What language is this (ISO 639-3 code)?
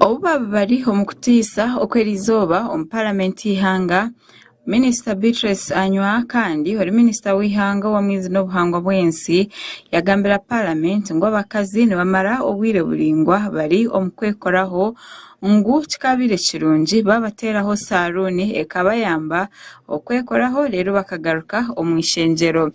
nyn